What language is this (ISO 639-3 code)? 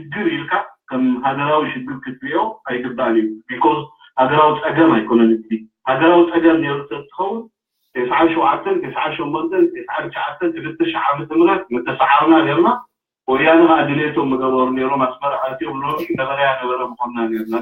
tir